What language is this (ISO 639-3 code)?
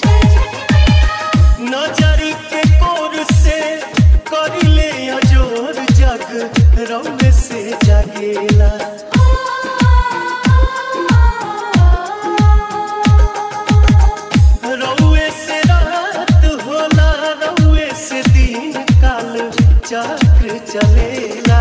bho